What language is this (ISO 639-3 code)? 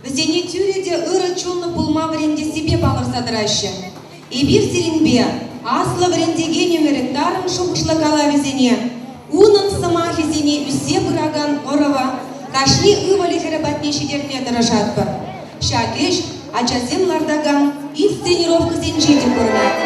chv